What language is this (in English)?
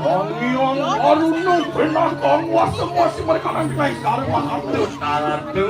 Balinese